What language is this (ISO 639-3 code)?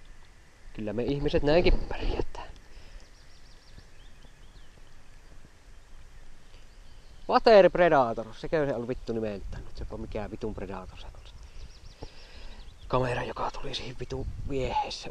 fin